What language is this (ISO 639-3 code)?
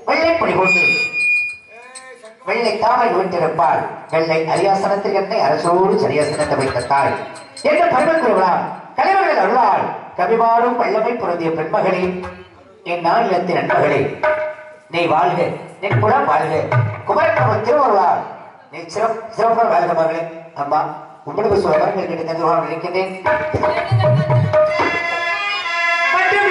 tam